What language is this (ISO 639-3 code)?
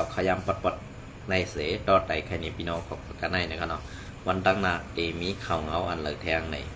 shn